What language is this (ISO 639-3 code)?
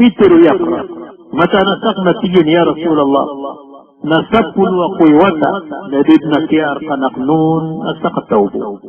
mrw